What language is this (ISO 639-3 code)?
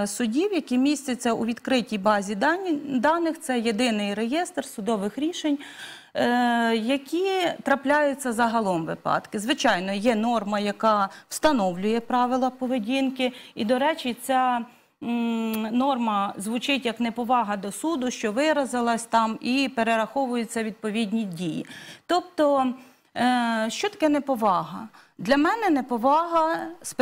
ukr